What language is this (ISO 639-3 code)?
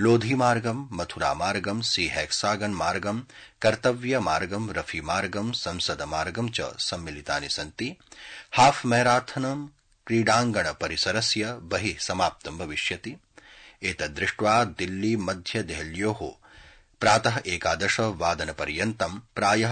san